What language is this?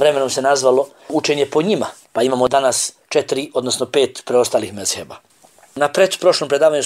Bosnian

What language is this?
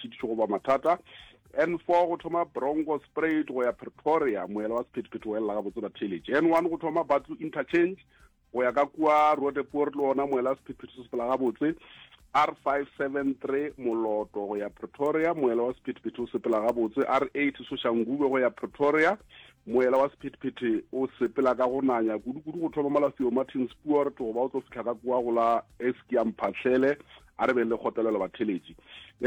Northern Sotho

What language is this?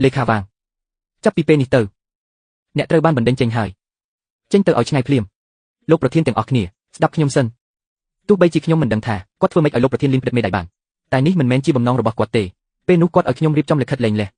Khmer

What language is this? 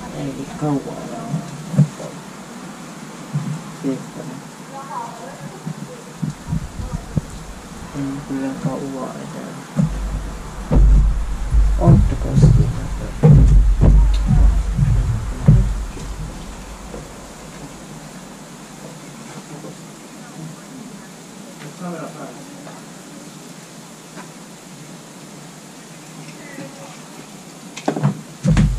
Finnish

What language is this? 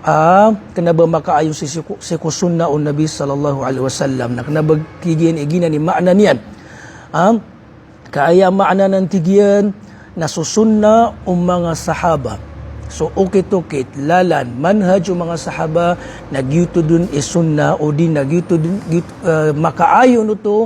Maranao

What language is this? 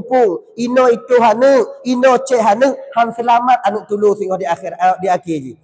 Achinese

